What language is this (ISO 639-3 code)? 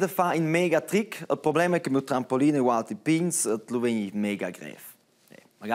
roh